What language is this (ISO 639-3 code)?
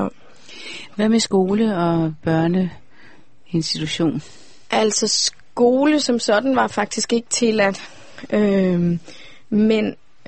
dan